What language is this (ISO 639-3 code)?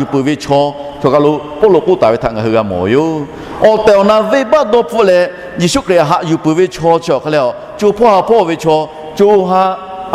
lhu